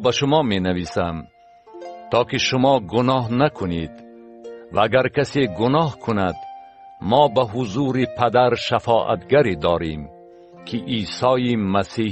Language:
Tajik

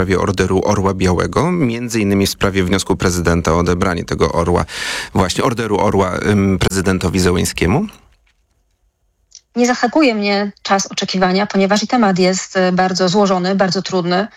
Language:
Polish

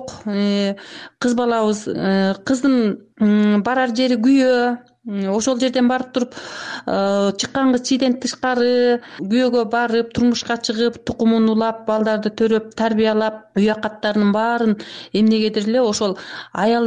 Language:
Kyrgyz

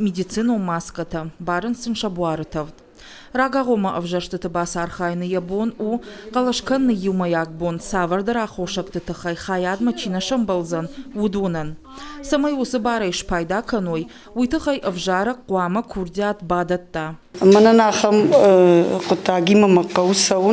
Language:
Ossetic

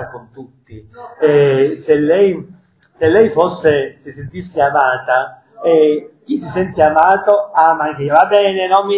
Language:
Italian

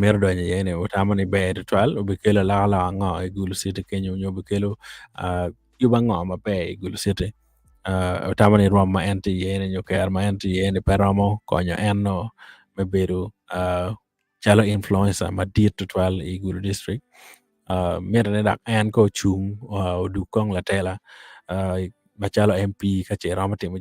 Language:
Acoli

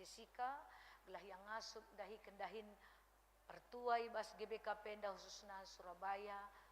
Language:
Batak Karo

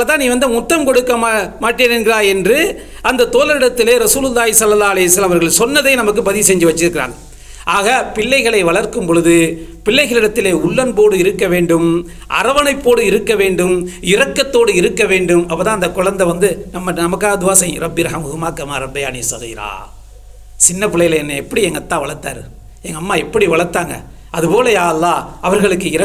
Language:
Tamil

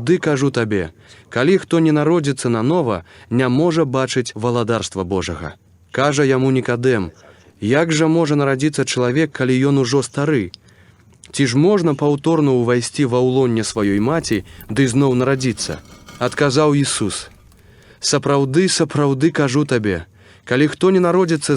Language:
Belarusian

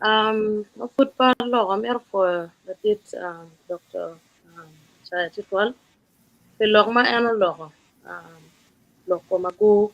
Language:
Acoli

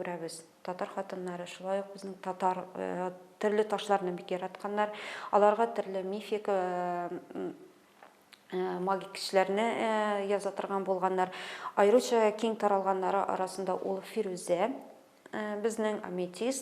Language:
Tatar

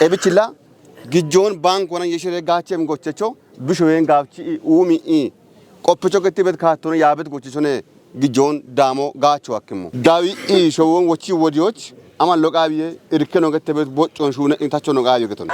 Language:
Kafa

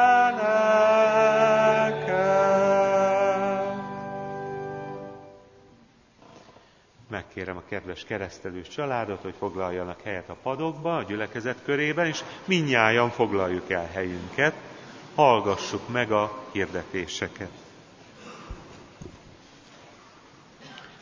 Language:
Hungarian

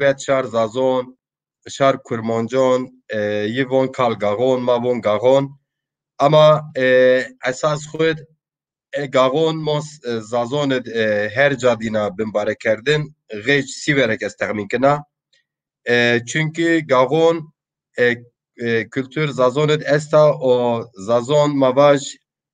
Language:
Zaza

